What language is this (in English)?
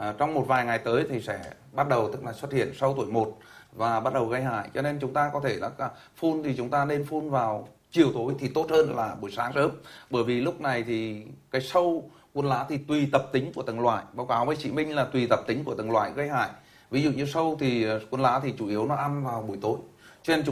Vietnamese